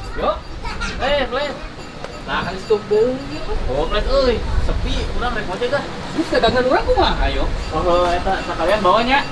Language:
Sundanese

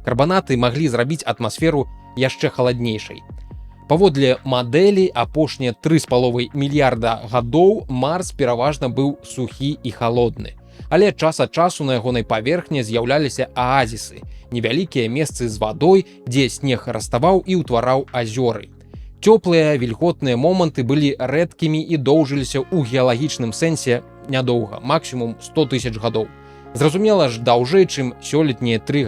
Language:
Belarusian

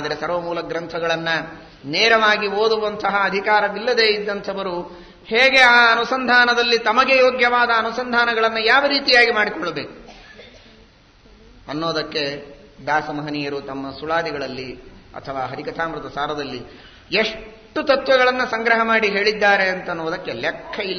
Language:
Kannada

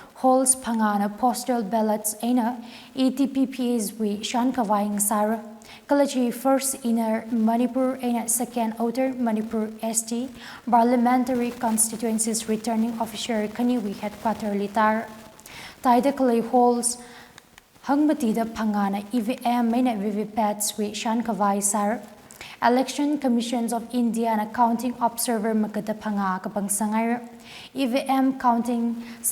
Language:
Tangkhul Naga (India)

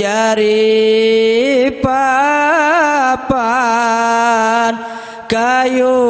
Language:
Sasak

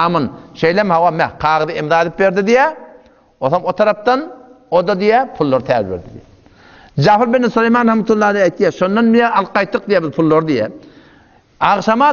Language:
Turkmen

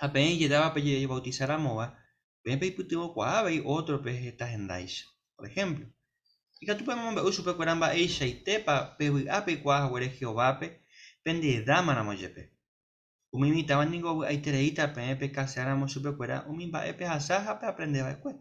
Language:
Guarani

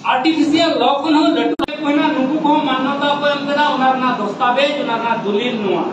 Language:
Santali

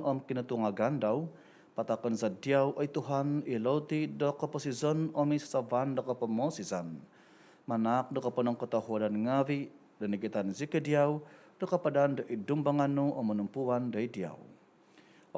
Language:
Central Dusun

